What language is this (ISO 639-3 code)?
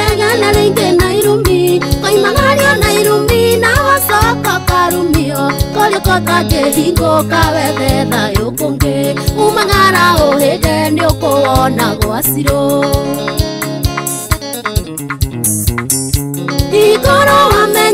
kik